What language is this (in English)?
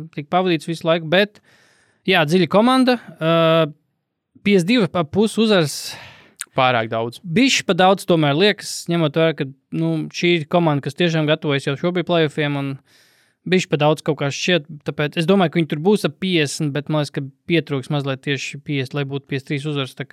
Latvian